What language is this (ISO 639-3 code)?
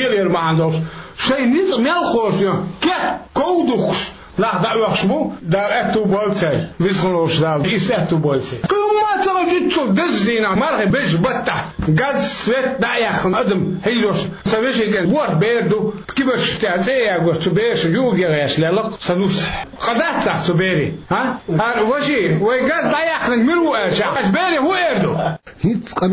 che